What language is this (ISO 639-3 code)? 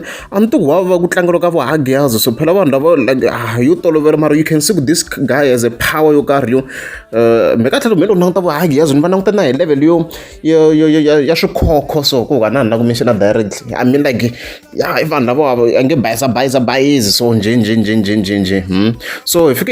tso